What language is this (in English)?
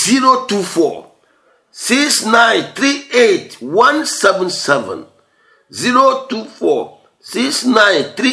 Ewe